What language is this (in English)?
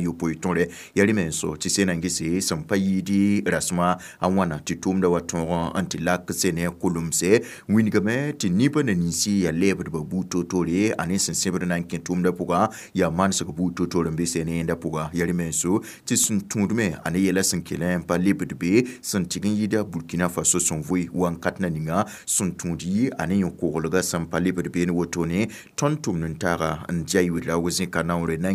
Mossi